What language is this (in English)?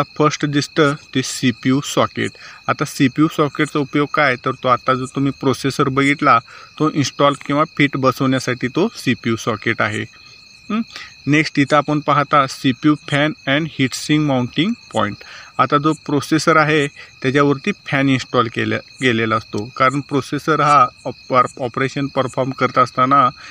Marathi